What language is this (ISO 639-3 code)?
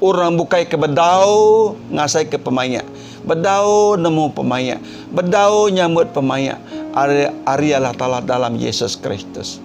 iba